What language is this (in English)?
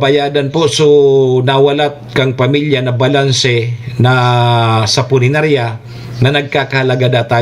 Bikol